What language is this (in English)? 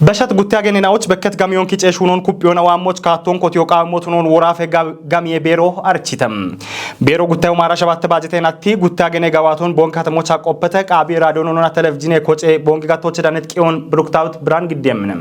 Kafa